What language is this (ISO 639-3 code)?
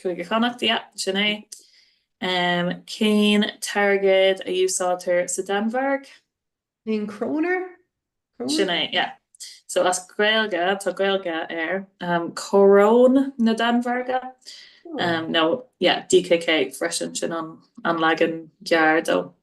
gle